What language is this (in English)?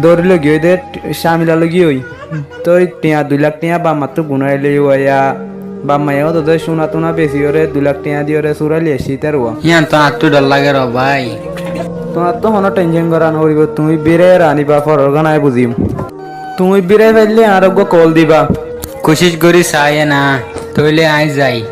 Rohingya